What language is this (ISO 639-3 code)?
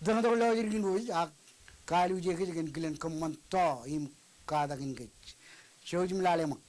mah